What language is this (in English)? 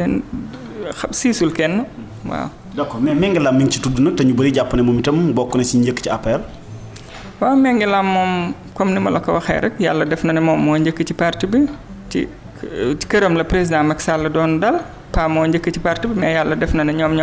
Wolof